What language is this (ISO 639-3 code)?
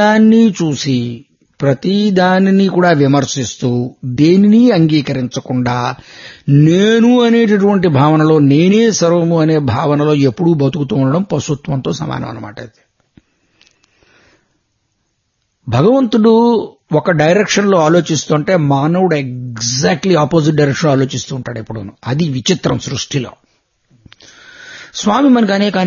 tel